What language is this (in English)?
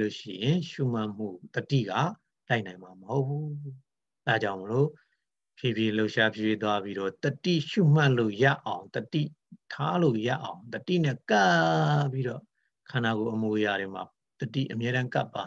Burmese